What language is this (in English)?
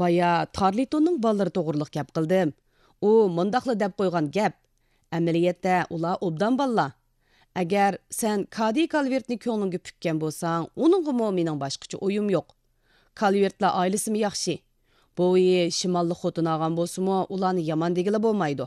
Uyghur